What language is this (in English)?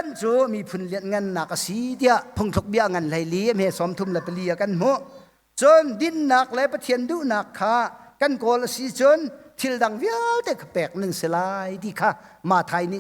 Hakha Chin